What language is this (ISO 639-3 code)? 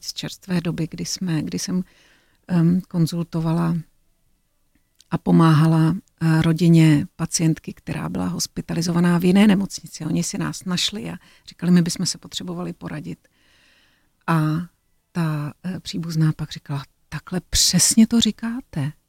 ces